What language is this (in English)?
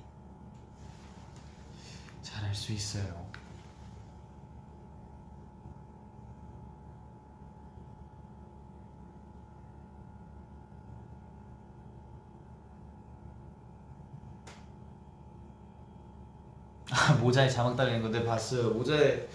Korean